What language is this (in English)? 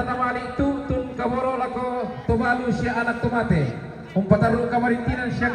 Toraja-Sa'dan